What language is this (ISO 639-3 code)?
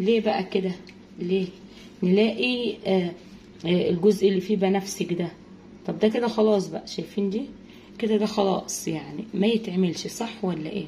arz